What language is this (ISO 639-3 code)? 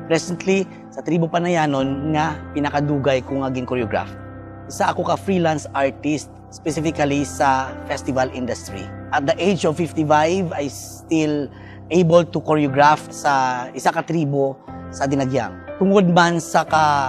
hil